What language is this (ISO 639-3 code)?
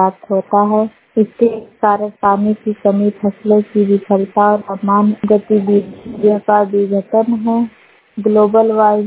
hin